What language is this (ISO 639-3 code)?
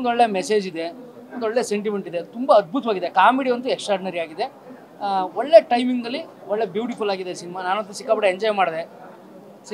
kan